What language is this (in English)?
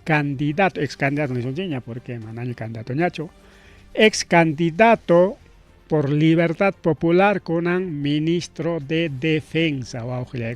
Ayacucho Quechua